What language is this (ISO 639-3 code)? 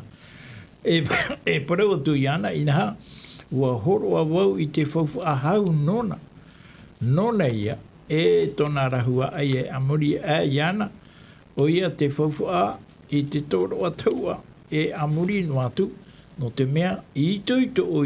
tah